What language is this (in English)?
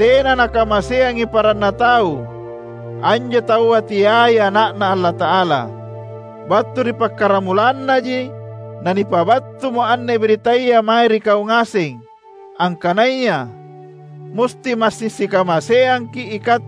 Makasar